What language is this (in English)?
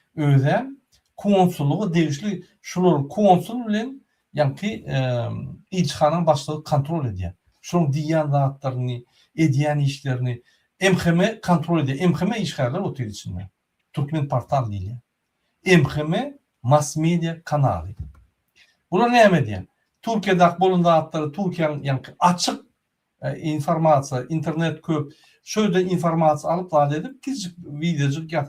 Turkmen